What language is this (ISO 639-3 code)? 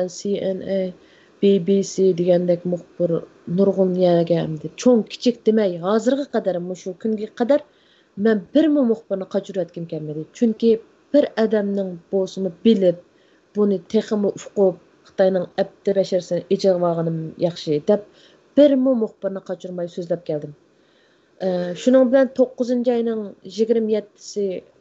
uig